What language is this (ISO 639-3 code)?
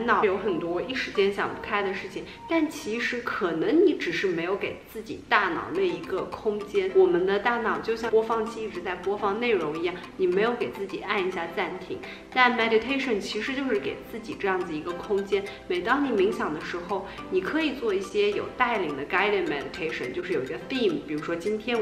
zho